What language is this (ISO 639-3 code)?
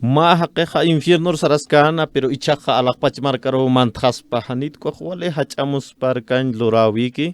aym